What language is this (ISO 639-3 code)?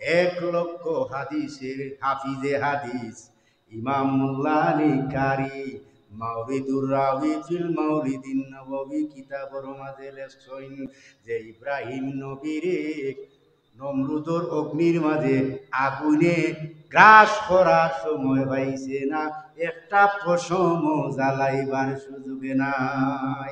syl